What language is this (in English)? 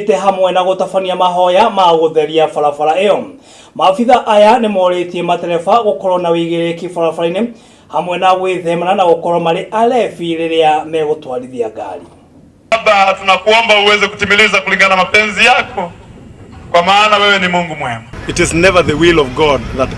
Kikuyu